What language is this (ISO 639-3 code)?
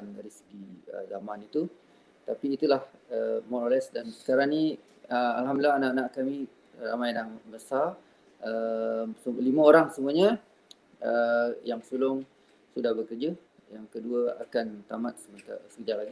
msa